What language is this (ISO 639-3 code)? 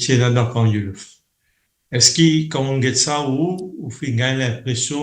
mfe